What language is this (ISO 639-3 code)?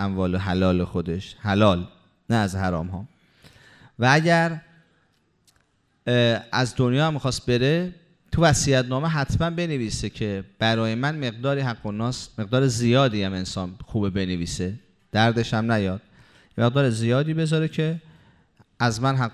fas